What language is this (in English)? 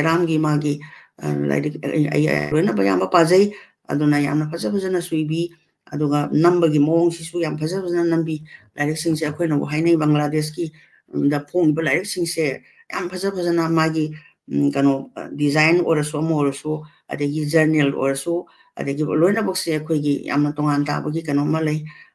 Manipuri